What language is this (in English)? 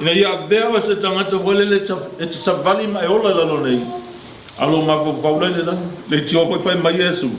Samoan